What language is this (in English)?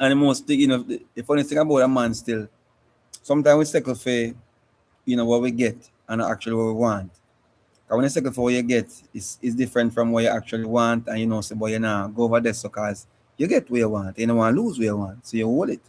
Jamaican Creole English